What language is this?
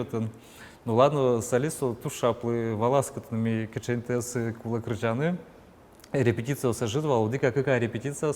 Udmurt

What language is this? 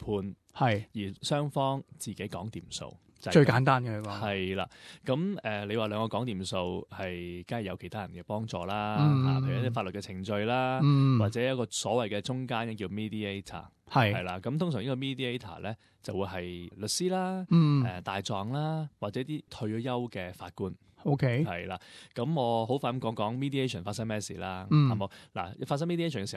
Cantonese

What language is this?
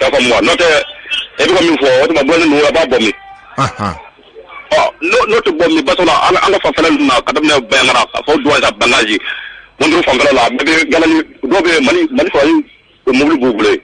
Bambara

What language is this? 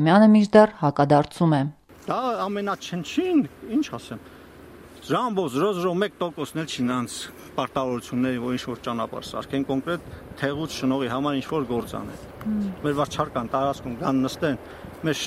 Armenian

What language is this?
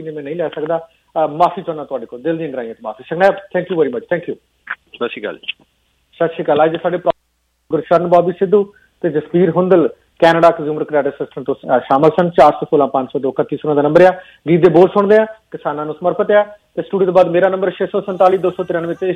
Punjabi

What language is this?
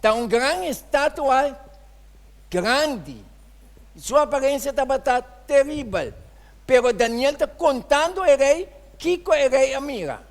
Papiamento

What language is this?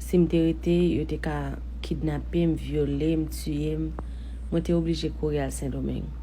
Haitian Creole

